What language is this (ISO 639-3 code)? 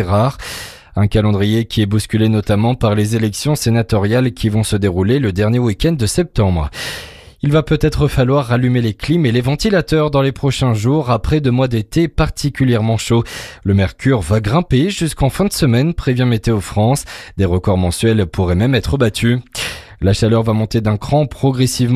fra